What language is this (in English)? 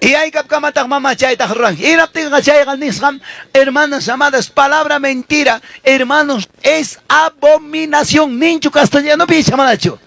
Ayacucho Quechua